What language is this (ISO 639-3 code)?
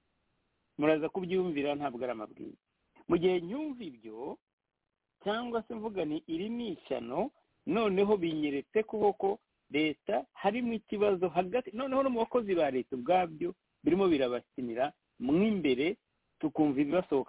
kin